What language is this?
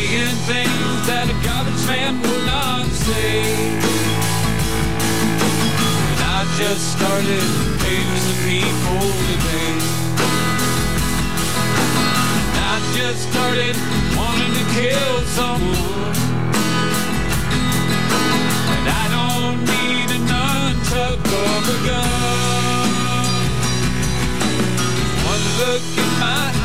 English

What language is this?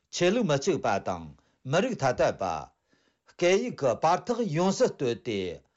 Tibetan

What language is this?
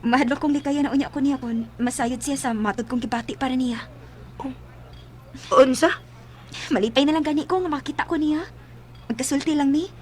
Cebuano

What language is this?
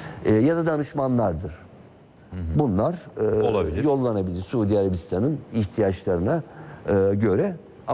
Turkish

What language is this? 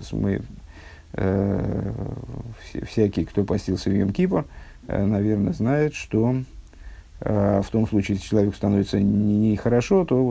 Russian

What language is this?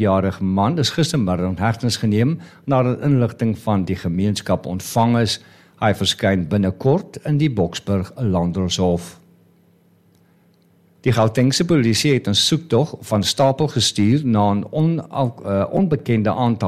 Afrikaans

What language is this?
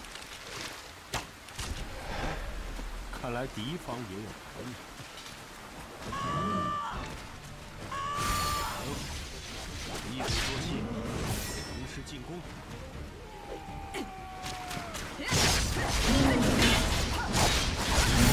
Chinese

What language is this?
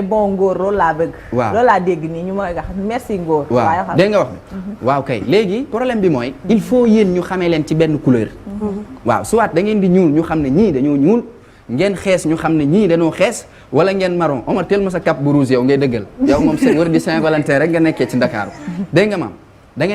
Wolof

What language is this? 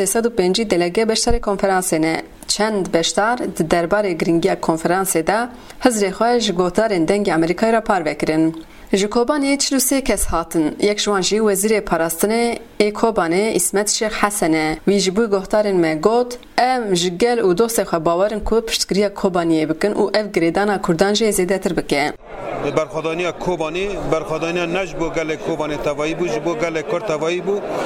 Kurdish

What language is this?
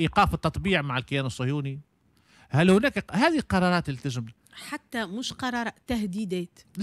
Tunisian Arabic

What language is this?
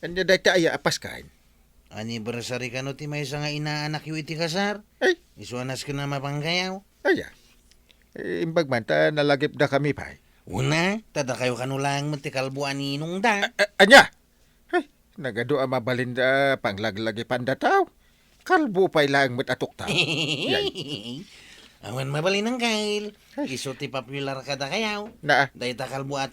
Iloko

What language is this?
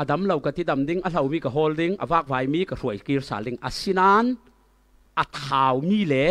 Falam Chin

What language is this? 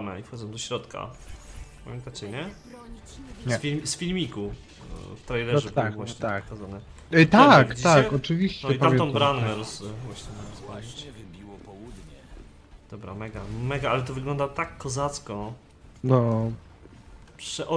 Polish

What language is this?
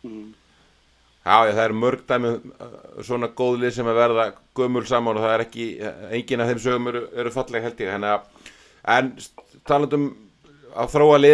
Icelandic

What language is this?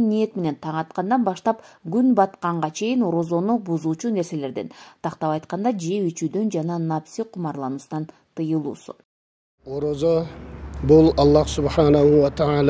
Kyrgyz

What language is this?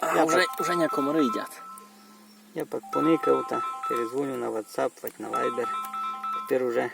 Rusyn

